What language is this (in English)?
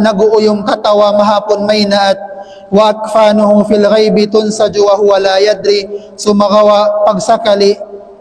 Tausug